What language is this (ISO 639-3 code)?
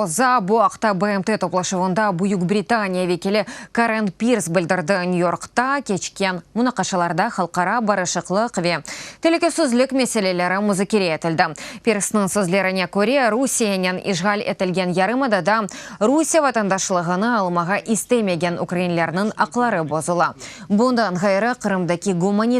crh